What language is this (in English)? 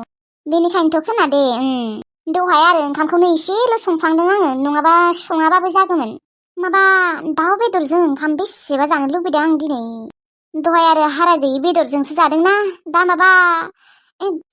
Bodo